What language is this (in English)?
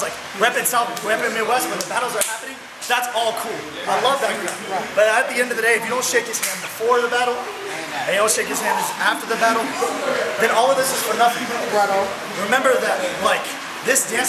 English